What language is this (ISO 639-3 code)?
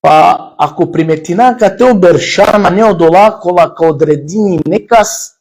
rmn